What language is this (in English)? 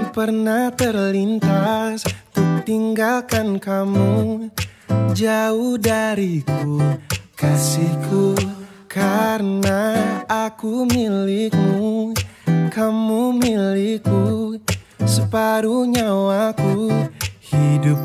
Indonesian